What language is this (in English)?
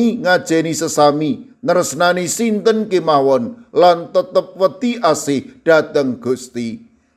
Javanese